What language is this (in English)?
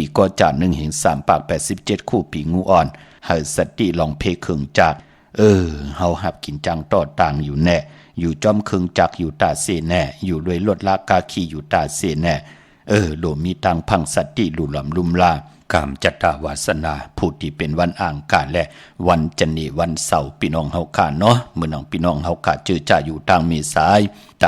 Shan